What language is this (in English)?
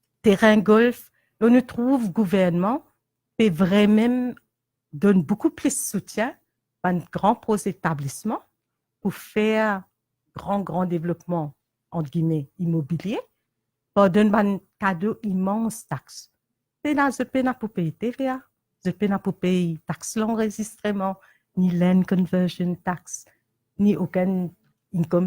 Morisyen